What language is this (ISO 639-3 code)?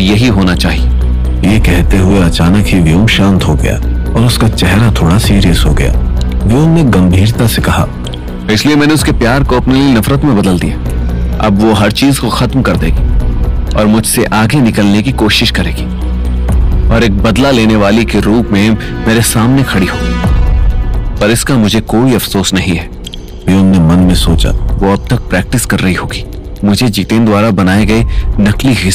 hin